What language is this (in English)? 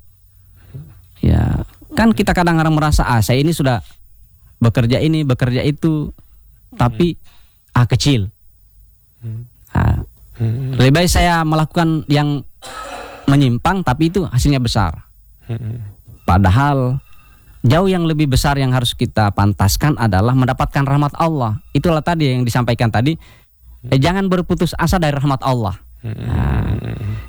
Indonesian